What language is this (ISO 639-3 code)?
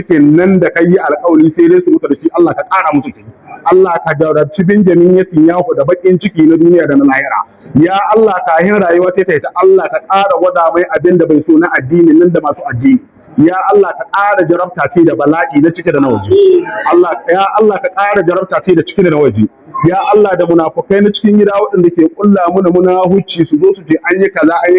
hau